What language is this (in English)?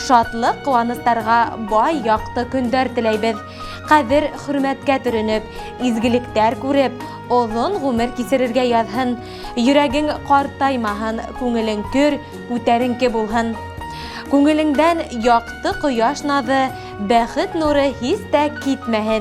Bashkir